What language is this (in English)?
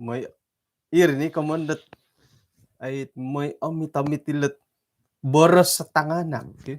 Central Dusun